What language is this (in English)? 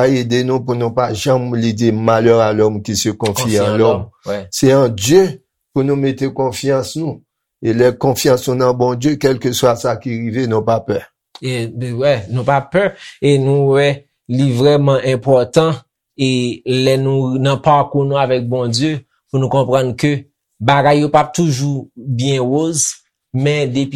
Haitian Creole